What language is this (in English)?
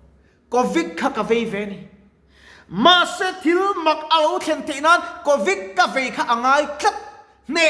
Mizo